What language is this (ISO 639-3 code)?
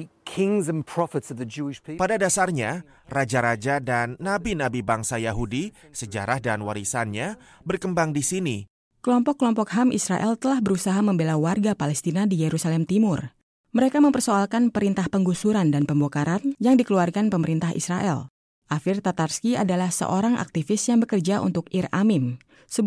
ind